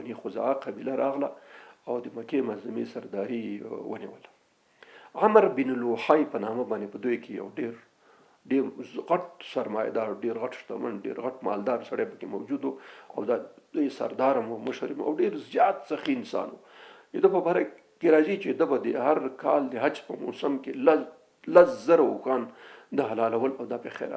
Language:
Pashto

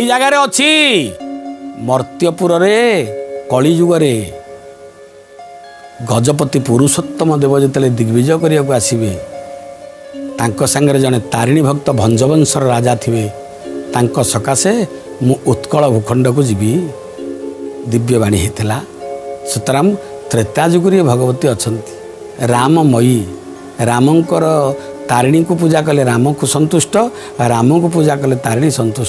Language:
Odia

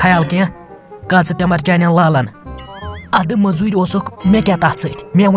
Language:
Kashmiri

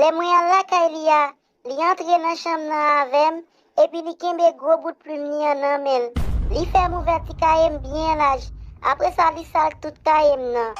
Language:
Haitian Creole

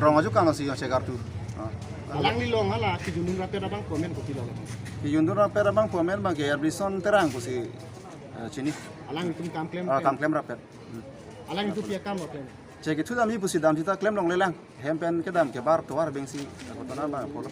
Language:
Karbi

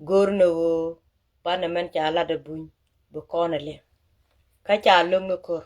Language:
Nuer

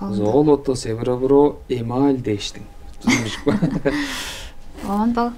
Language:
Tuvinian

